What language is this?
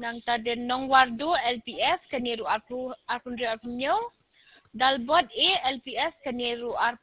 Khasi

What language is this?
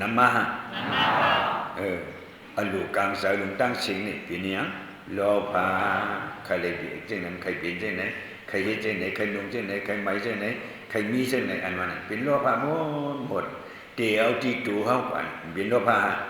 Shan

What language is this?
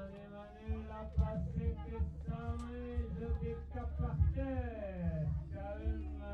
Occitan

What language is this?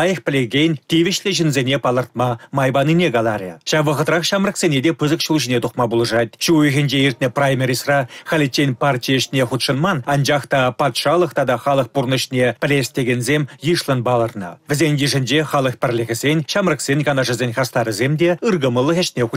Chuvash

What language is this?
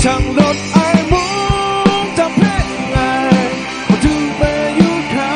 Kachin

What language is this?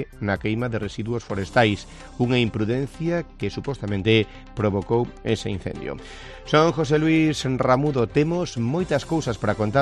Galician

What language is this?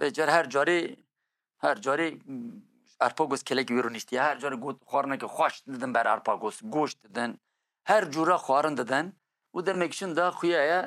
Kurdish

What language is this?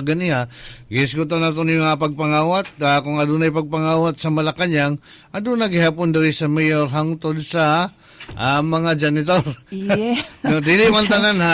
Cebuano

